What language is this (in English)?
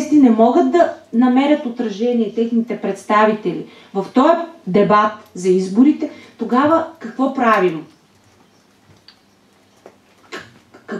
Bulgarian